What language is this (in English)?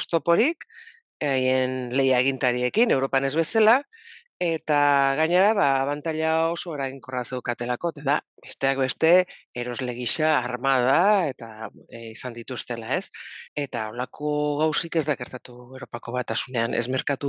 Basque